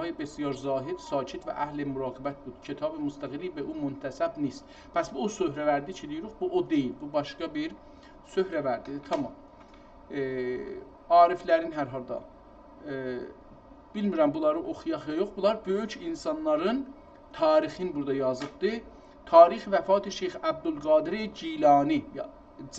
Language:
South Azerbaijani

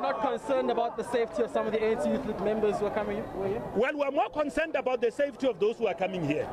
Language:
English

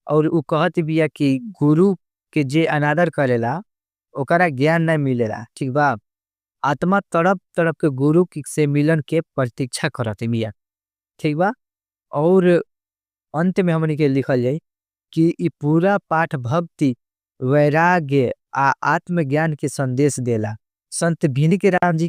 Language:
Bhojpuri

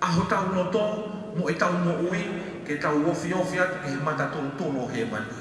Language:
Tongan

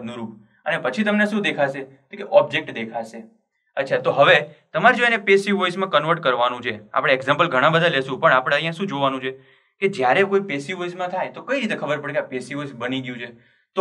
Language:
Gujarati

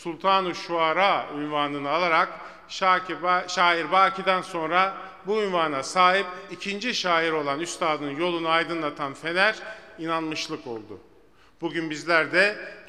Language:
Turkish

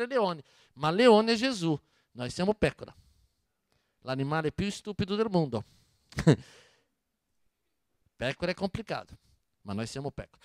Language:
Italian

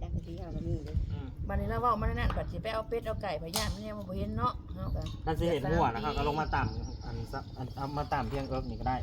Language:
Northeastern Thai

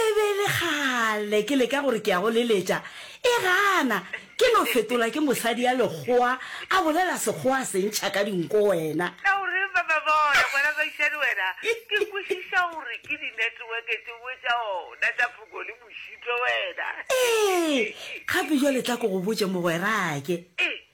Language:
Northern Sotho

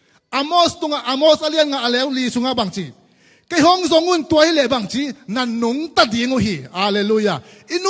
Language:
Tedim Chin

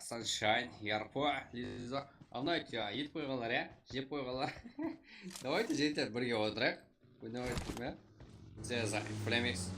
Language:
Kara-Kalpak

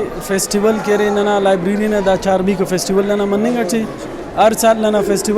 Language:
Brahui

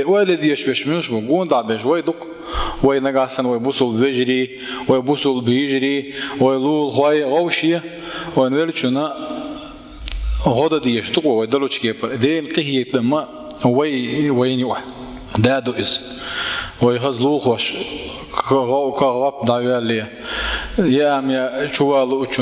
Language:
Chechen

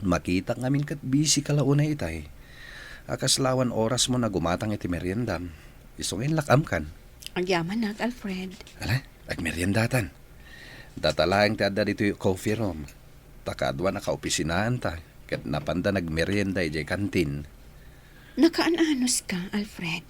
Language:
Iloko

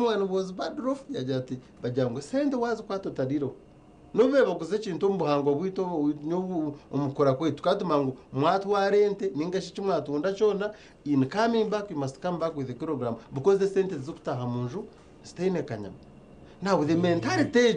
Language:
Nyankole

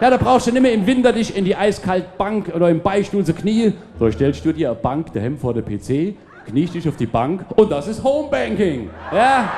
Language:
Palatine German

